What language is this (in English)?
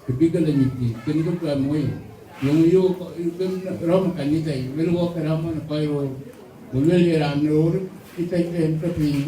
Dinka